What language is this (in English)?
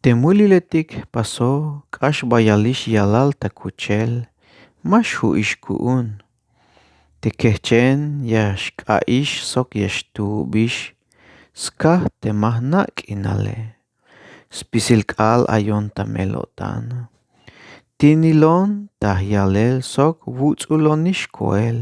Tzeltal